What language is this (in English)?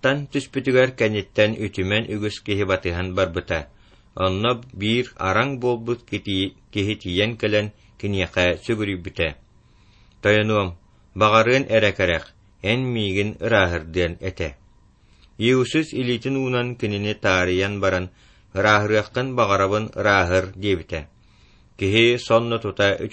Yakut